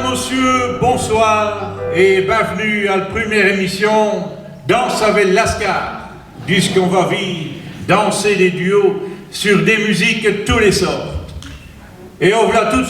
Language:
Picard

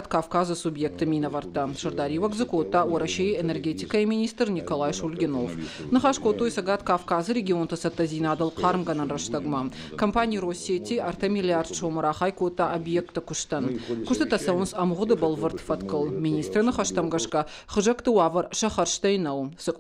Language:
Ossetic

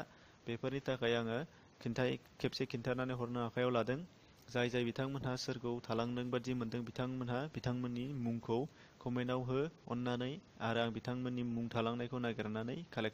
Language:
Bodo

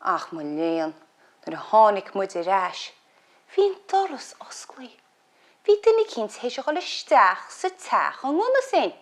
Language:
Irish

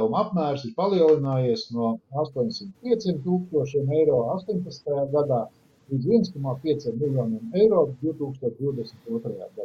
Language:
Latvian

